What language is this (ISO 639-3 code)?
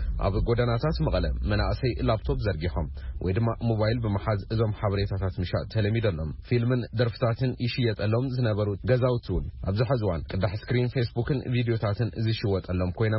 tir